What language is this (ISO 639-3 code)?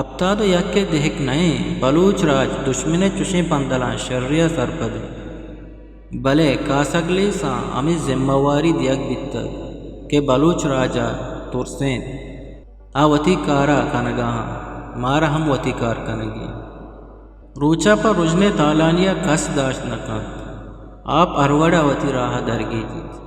bgp